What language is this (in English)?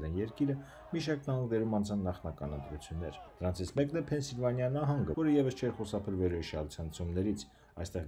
Armenian